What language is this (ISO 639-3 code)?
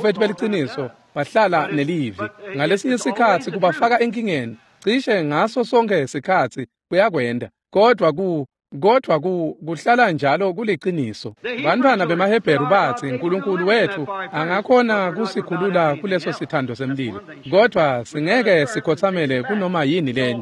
ssw